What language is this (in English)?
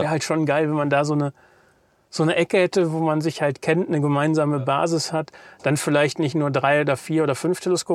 German